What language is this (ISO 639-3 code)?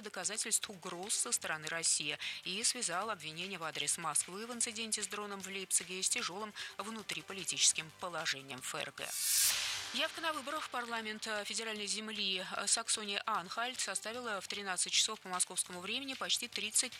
rus